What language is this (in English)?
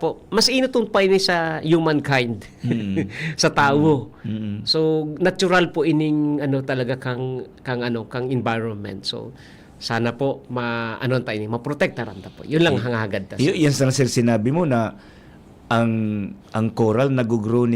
Bikol